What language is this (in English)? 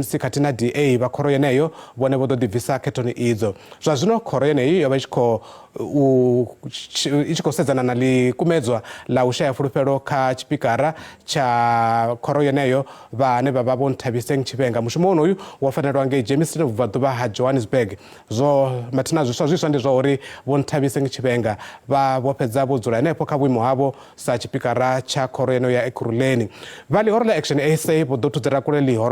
Venda